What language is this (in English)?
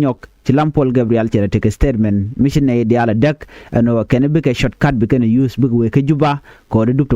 Nuer